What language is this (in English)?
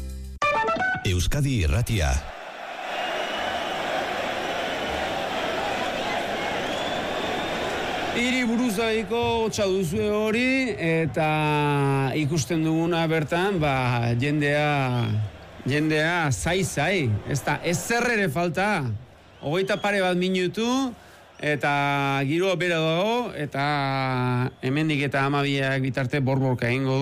Basque